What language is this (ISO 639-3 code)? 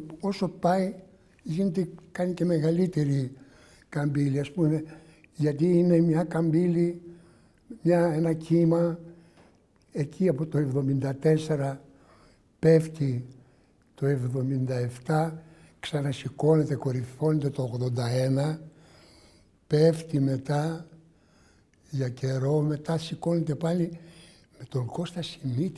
ell